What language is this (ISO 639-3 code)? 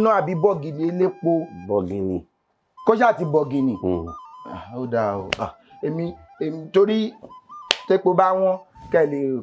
yor